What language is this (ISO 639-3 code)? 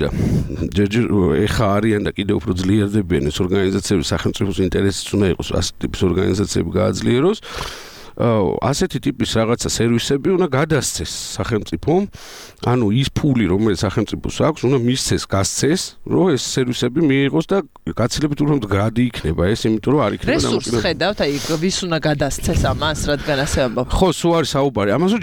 kat